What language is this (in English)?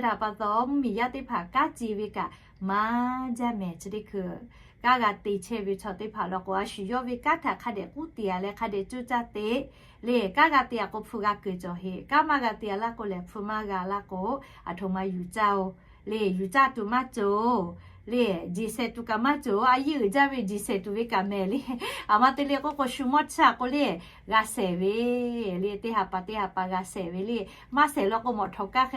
Lahu